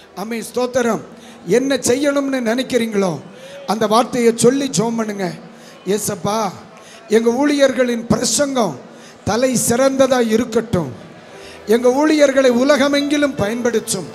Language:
Tamil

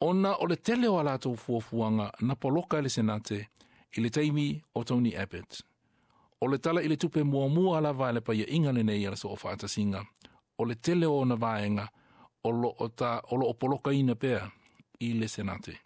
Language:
Samoan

